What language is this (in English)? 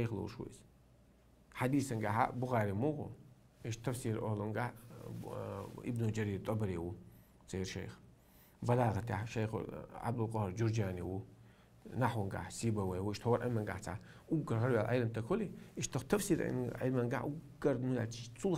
Chechen